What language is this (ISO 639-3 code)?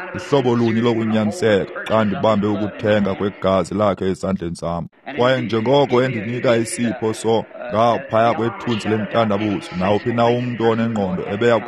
xho